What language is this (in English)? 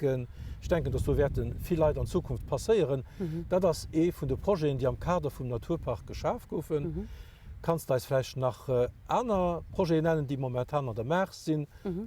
Luxembourgish